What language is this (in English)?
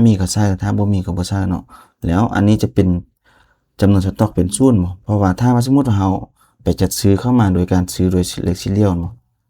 Lao